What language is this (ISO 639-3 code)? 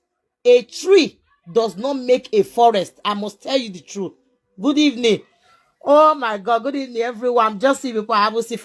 pcm